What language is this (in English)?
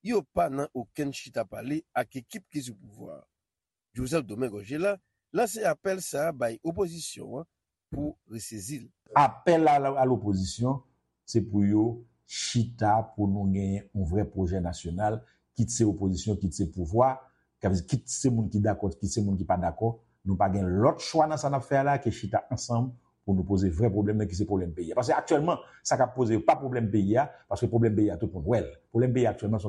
Haitian Creole